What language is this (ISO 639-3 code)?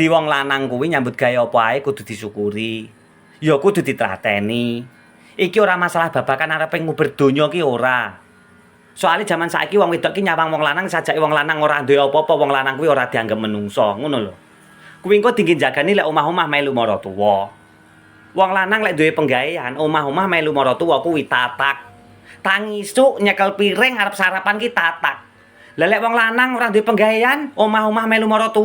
jav